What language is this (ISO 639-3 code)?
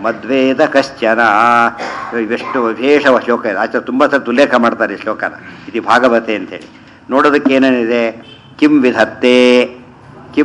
kan